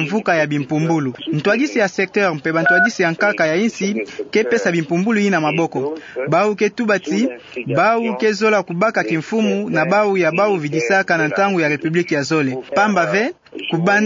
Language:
Kituba (Democratic Republic of Congo)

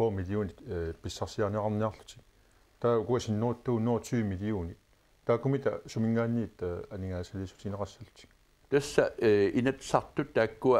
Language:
Kalaallisut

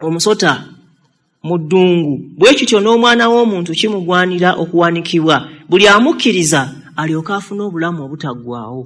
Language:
Ganda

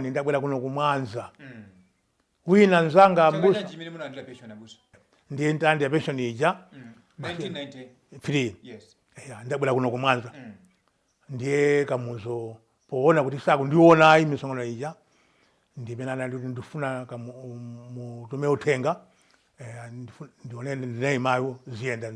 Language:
Nyanja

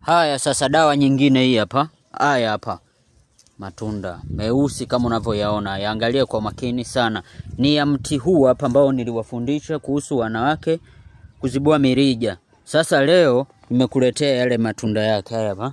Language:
Swahili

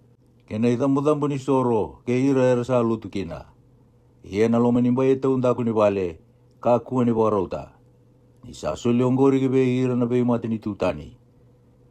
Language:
Fijian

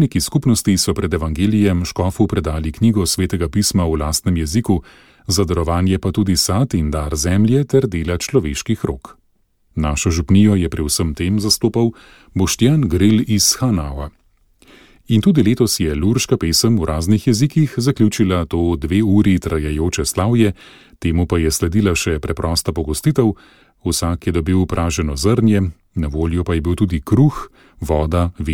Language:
Slovenian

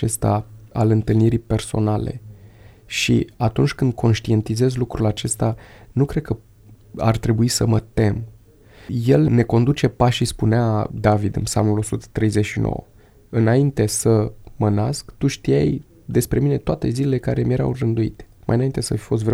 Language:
Romanian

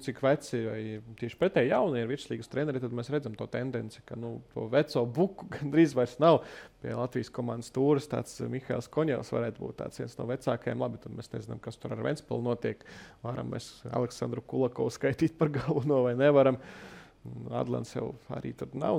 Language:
Latvian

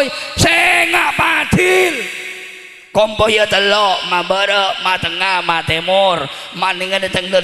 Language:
Madurese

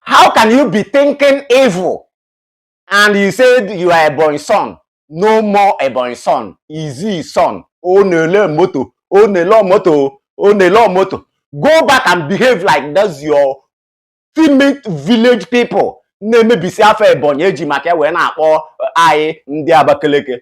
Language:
Igbo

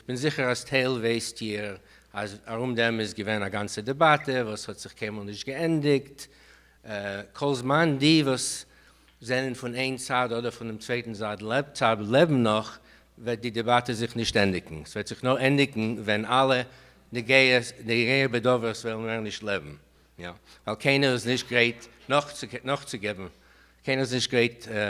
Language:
Yiddish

